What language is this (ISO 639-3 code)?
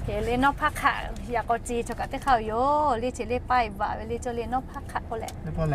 lhu